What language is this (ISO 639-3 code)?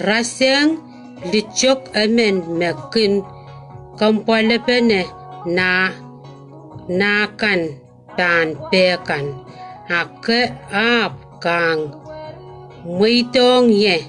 pon